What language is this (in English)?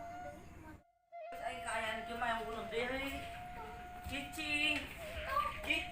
Sundanese